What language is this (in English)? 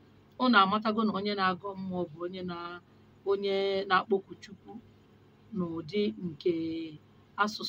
Igbo